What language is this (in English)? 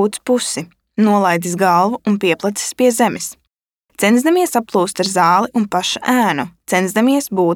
Latvian